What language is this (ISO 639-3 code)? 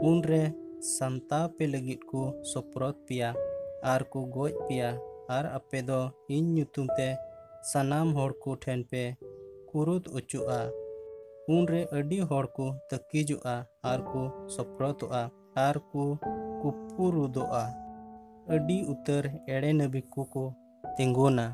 sat